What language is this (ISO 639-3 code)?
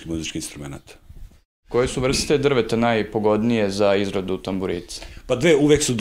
srp